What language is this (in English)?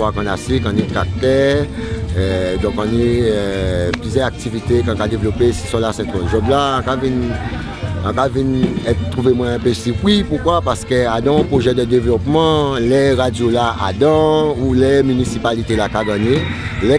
Guadeloupean Creole French